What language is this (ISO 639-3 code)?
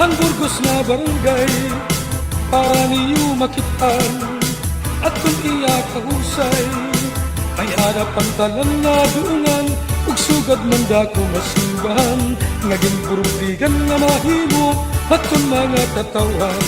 war